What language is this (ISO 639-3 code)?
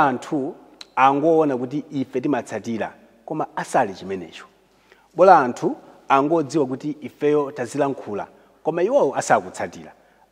nya